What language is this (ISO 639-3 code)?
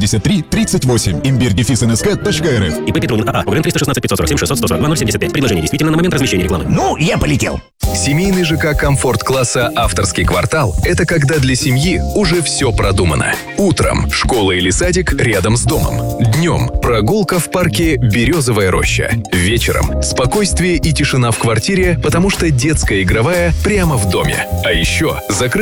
rus